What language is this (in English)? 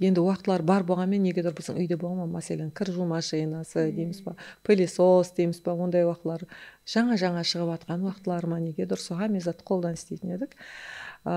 Kara-Kalpak